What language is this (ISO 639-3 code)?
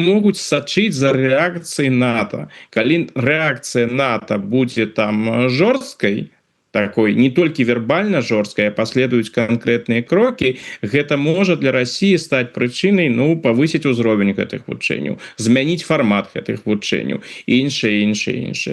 bel